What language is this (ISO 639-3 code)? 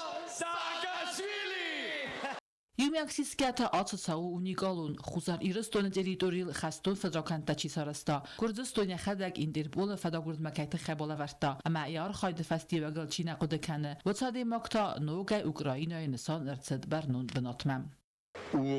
oss